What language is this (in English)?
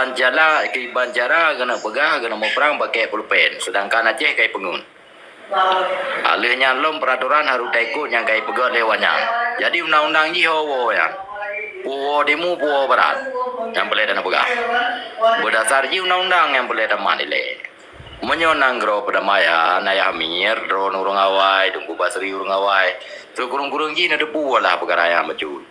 Achinese